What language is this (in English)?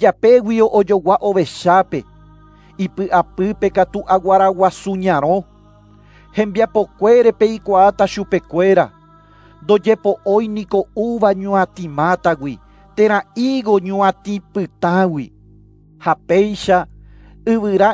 Guarani